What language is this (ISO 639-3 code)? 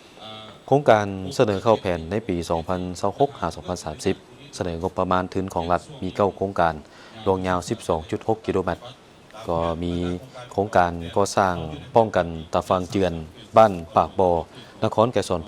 lao